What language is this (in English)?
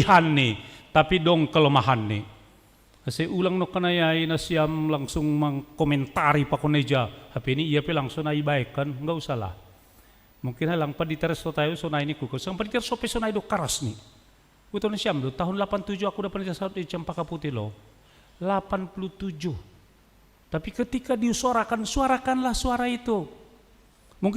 Batak Simalungun